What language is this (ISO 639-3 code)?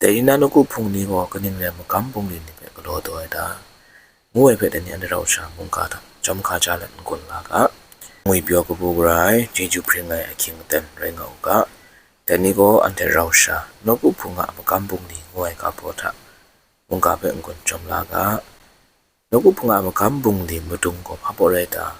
kac